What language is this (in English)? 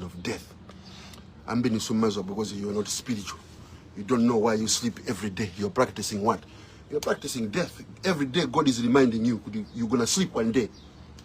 Nyanja